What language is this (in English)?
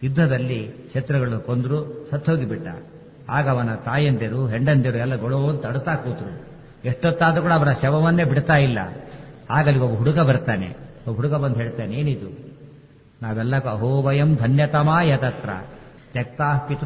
Kannada